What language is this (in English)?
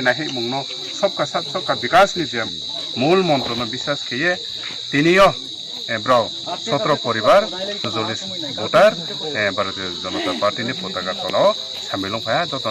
Riang (India)